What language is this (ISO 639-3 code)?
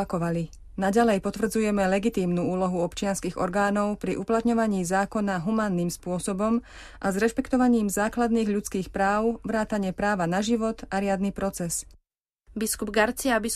slk